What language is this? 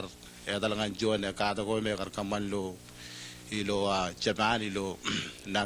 Marshallese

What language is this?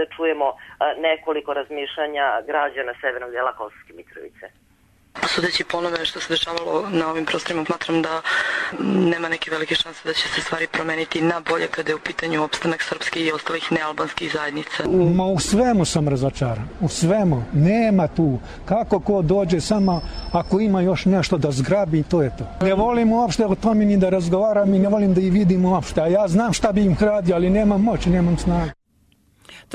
Serbian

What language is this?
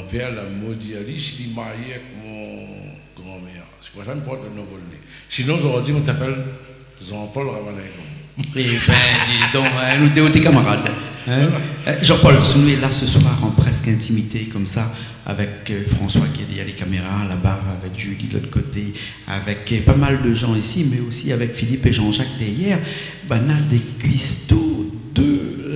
Réunion Creole French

